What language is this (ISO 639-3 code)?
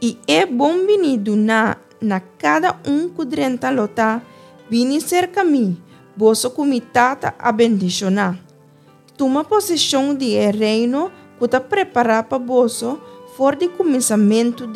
pap